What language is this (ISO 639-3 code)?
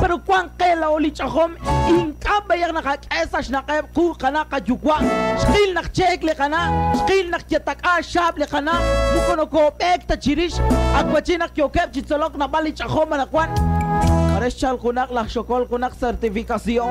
kek